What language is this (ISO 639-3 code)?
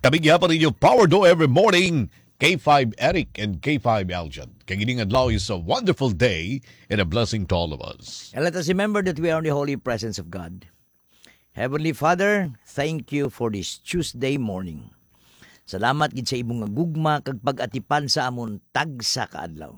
hil